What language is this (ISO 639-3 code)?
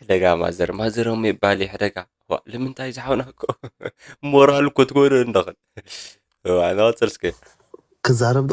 tir